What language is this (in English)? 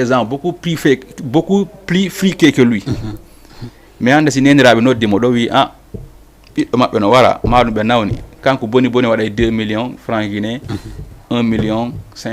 Fula